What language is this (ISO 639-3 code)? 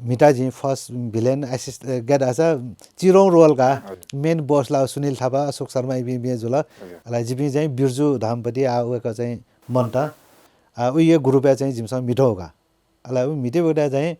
new